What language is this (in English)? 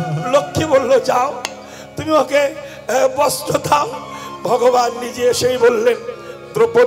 Bangla